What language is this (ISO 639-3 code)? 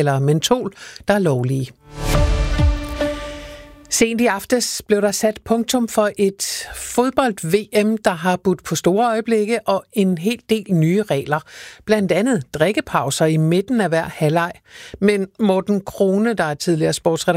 dan